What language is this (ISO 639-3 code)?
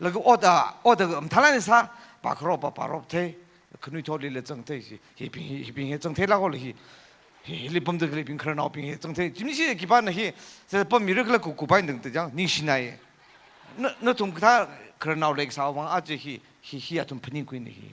nmf